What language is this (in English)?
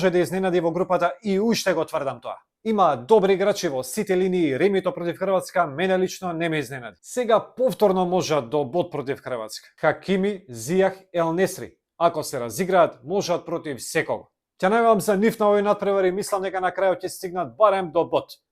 Macedonian